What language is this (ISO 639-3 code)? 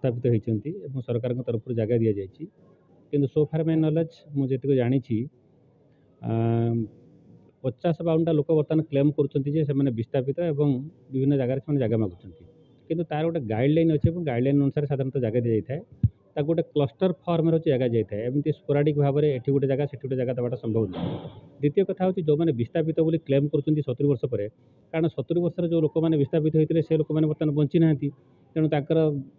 ori